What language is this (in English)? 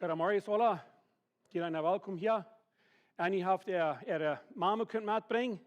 Plautdietsch